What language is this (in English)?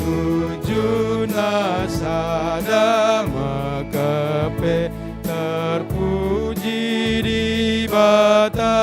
Batak Karo